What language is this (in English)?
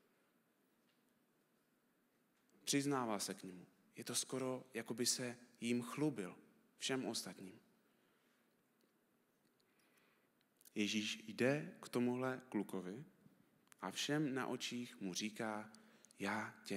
Czech